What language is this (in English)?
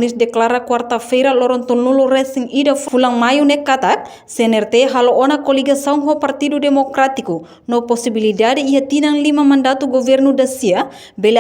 Tetum